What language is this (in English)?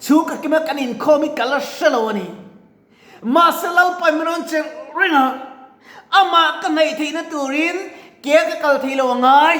Mizo